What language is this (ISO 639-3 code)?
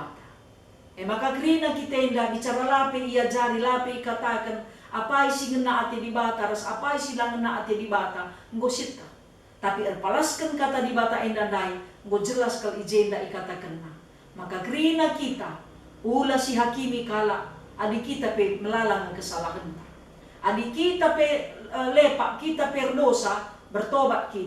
btx